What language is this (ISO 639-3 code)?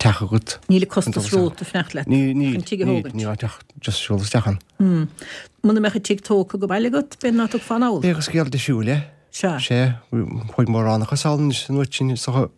gle